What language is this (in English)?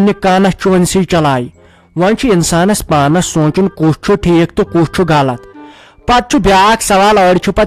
Kashmiri